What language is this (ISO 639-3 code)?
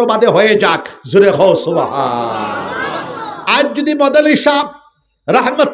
syl